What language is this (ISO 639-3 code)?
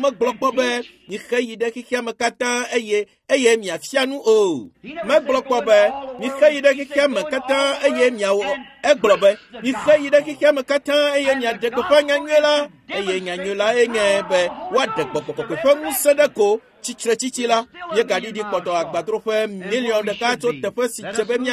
ewe